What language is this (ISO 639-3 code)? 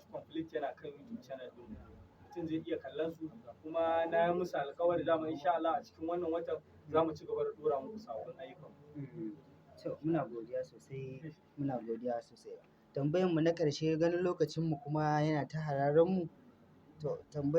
hau